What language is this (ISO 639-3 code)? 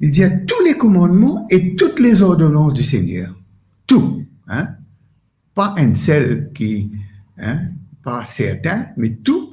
mfe